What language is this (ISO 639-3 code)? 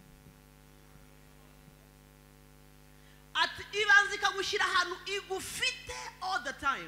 kin